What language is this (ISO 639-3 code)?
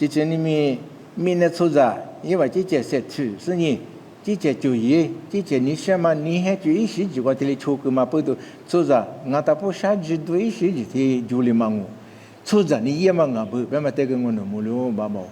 lis